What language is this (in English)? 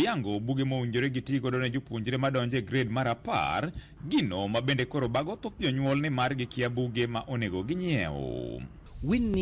Luo (Kenya and Tanzania)